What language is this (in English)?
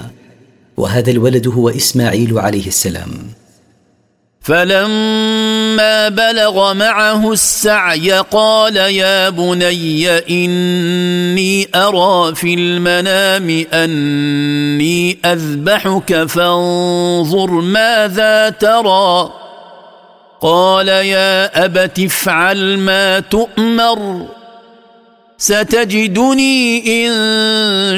Arabic